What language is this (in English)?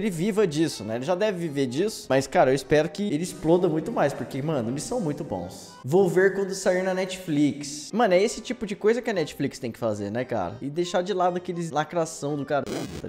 Portuguese